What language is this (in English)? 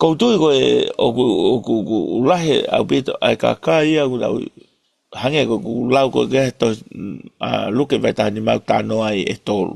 Tongan